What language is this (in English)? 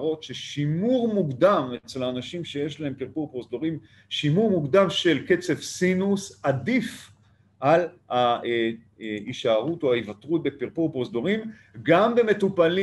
Hebrew